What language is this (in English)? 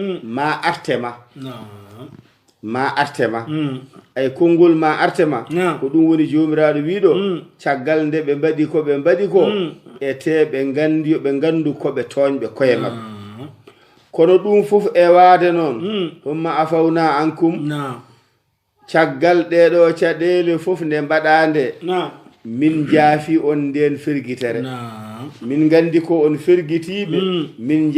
Fula